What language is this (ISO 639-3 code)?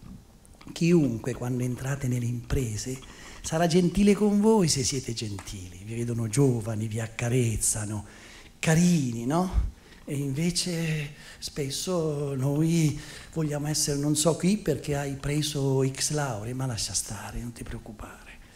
ita